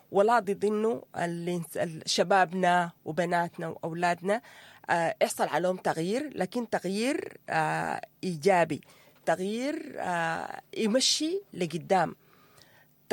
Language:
Sudanese Arabic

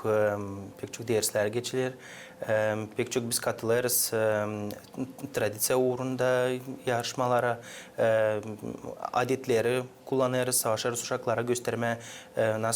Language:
Gagauz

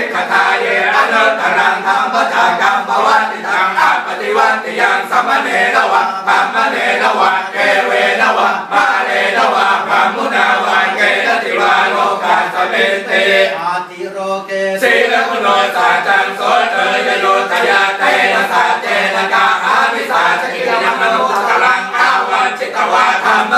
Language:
Pali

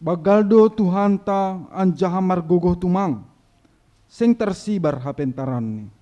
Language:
Batak Simalungun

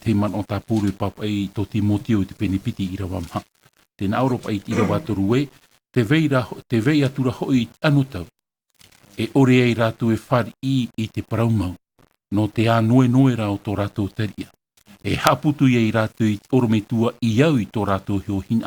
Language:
Tahitian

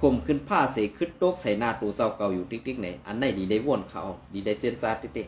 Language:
Shan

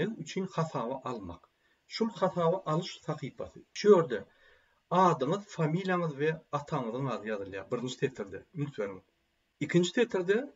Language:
Turkmen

